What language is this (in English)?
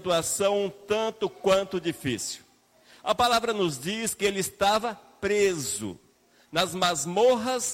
Portuguese